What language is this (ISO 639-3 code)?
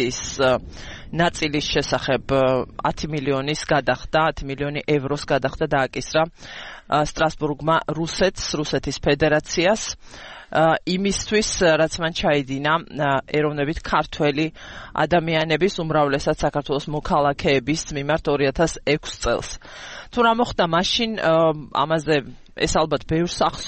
kat